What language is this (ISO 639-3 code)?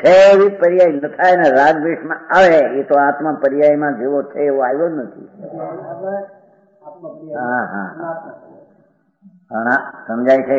guj